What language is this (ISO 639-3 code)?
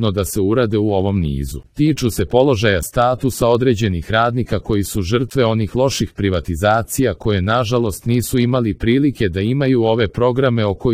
hrv